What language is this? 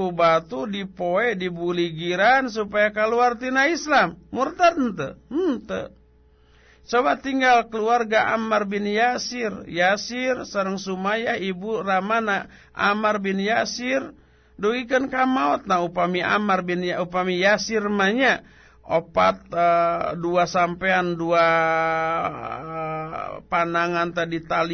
Sundanese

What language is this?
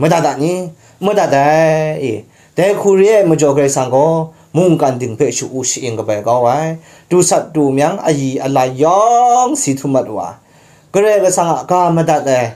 Kachin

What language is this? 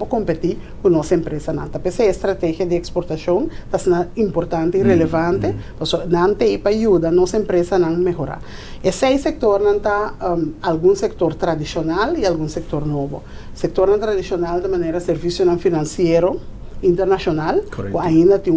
Papiamento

